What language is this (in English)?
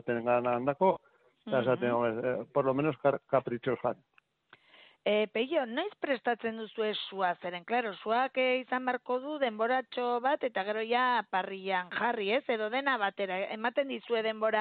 Basque